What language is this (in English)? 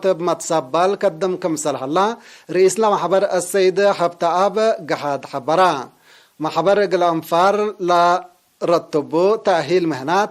Tigre